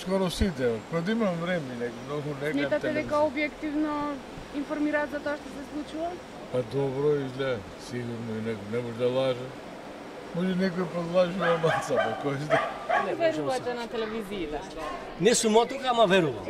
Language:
Macedonian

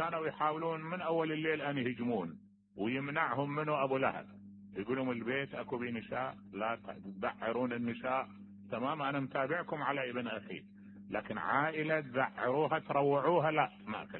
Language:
Mesopotamian Arabic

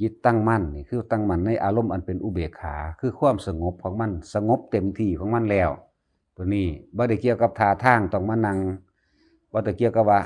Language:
Northeastern Thai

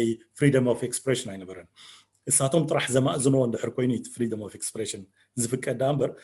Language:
Tigrinya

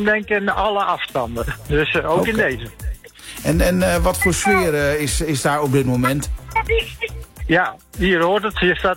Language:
Dutch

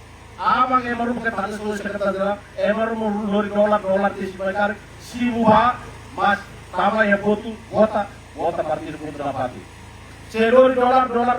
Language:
Tetum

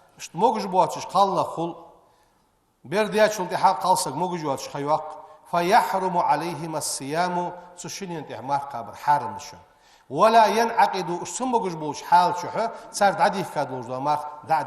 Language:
Ingush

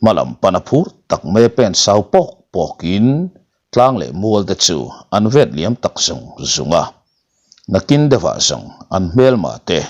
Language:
Mizo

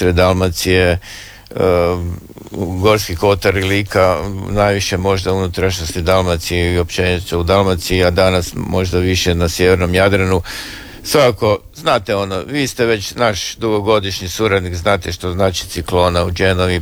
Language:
Croatian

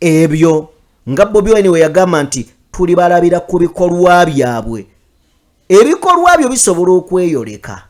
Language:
Ganda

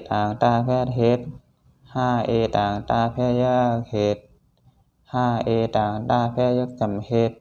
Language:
Shan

